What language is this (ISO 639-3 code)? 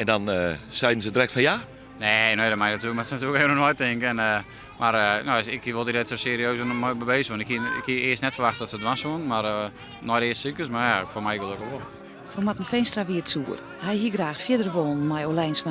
fry